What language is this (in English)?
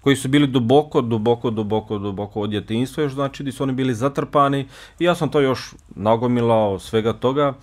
Bosnian